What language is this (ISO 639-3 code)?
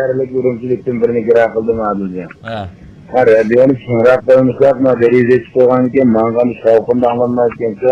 uig